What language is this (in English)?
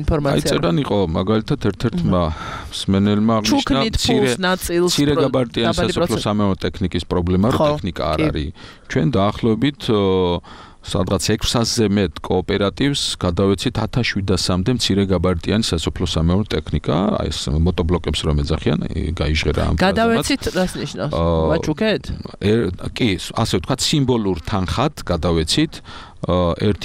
Georgian